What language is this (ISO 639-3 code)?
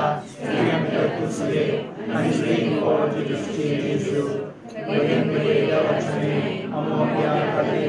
kok